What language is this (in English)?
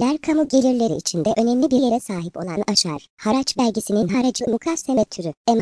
Turkish